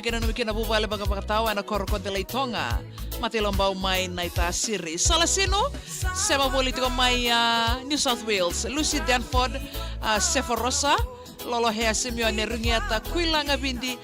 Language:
Fijian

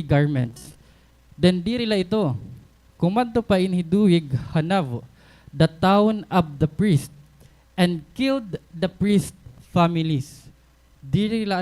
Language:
Waray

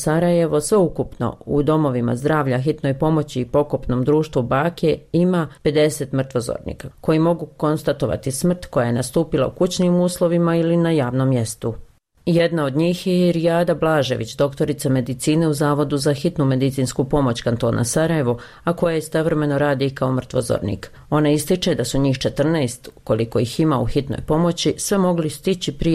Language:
Bosnian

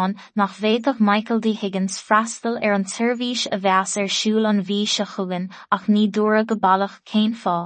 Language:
Irish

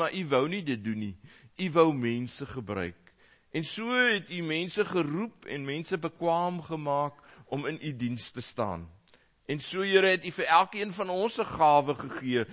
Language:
Afrikaans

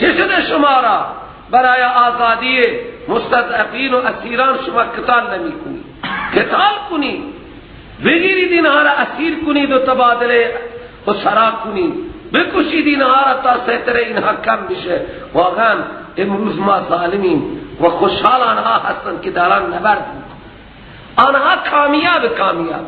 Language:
Persian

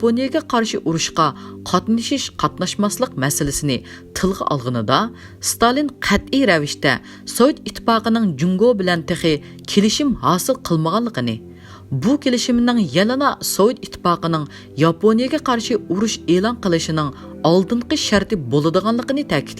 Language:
Uyghur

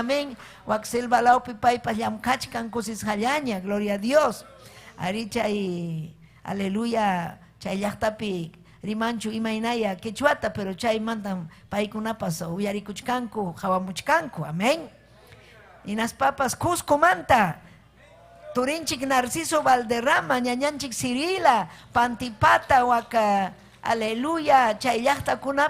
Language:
Ayacucho Quechua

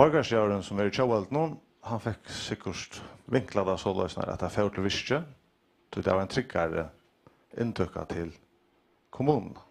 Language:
Faroese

